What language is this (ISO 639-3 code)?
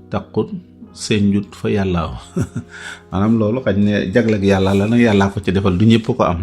wol